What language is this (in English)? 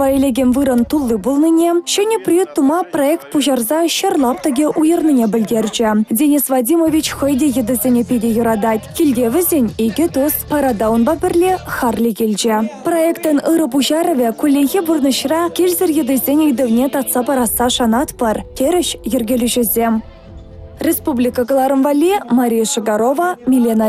Chuvash